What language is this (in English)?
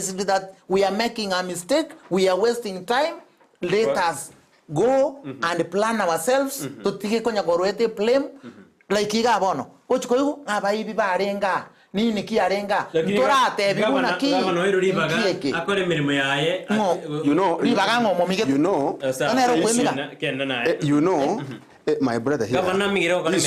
Gusii